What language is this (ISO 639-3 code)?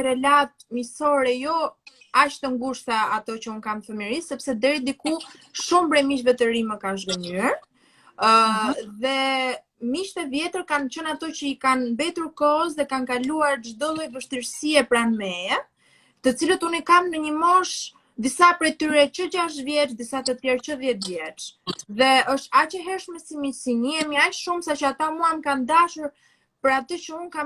sqi